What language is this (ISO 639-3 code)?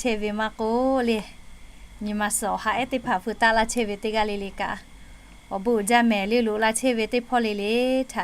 lhu